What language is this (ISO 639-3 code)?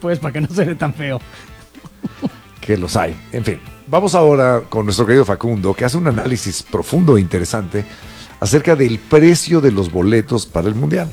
spa